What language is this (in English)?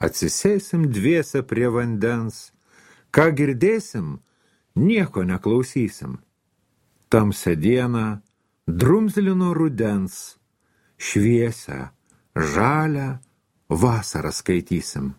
Lithuanian